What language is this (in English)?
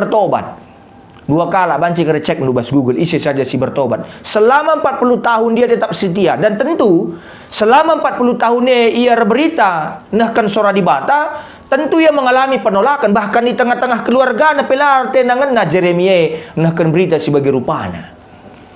Batak Karo